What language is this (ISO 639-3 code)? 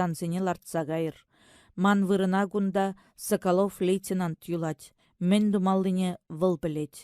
chv